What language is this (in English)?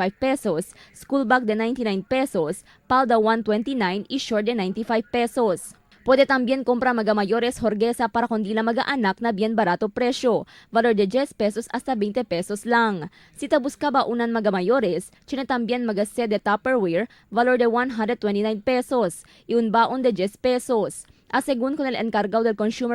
Chavacano